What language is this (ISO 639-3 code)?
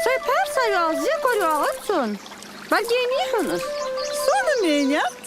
inh